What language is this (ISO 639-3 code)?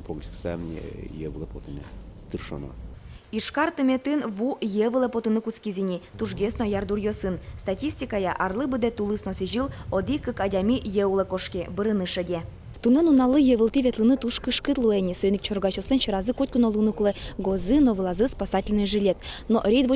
udm